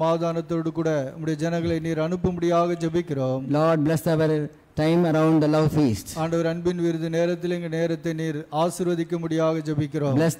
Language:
Tamil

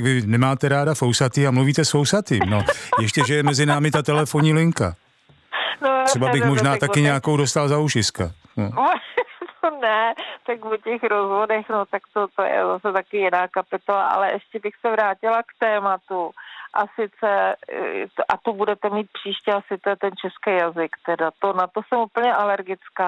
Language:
Czech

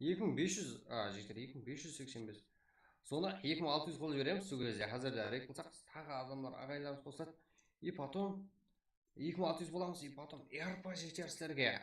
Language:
Kara-Kalpak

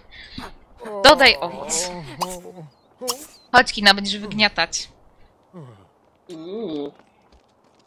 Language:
Polish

